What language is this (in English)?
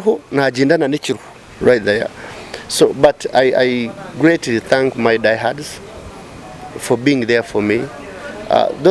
Nyankole